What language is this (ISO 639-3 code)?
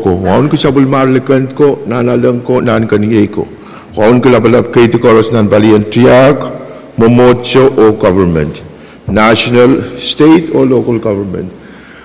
pon